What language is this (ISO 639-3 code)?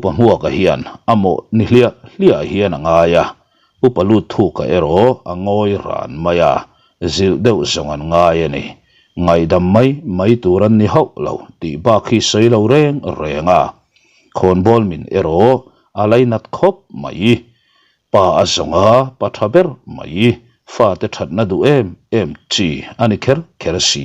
lus